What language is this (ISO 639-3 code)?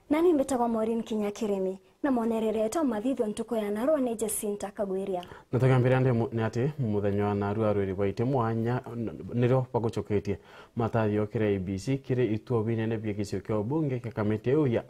mer